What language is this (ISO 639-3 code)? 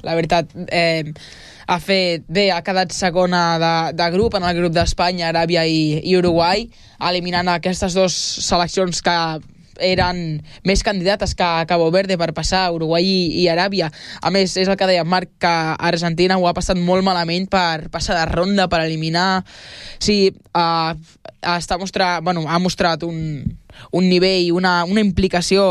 cat